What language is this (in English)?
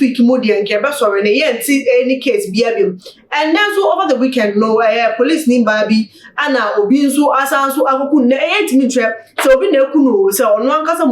Akan